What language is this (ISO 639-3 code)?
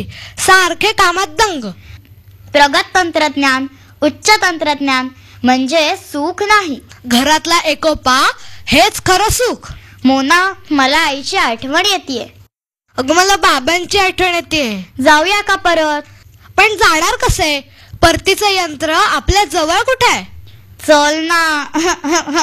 mar